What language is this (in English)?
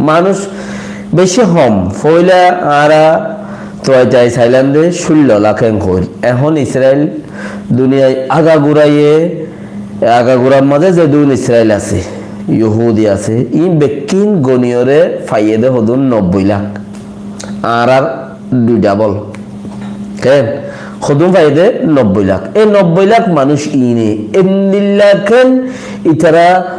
Rohingya